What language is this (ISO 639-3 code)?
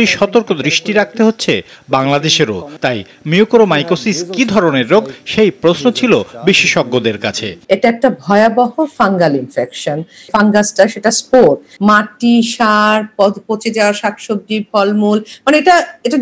ben